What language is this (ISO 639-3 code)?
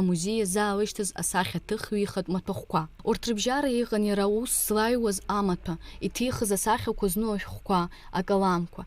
abk